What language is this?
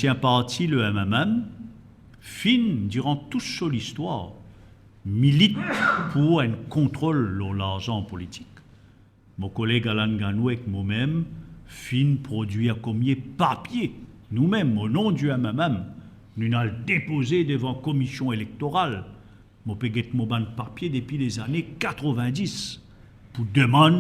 Morisyen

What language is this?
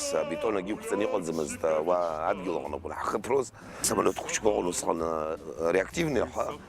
Abkhazian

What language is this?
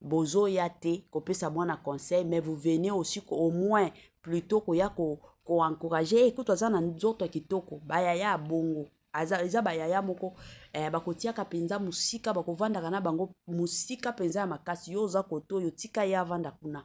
Lingala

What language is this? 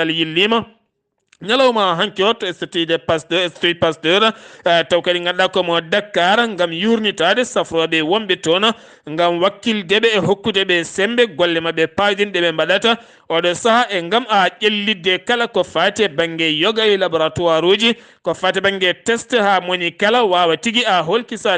Fula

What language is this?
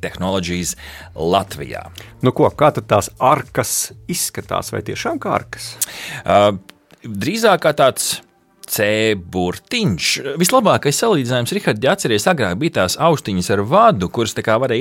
Latvian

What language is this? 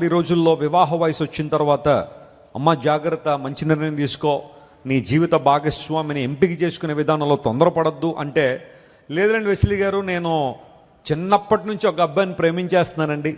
Telugu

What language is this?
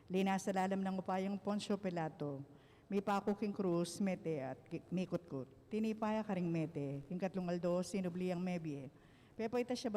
Pampanga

